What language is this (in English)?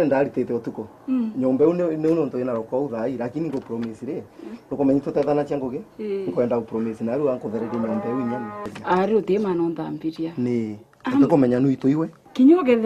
Meru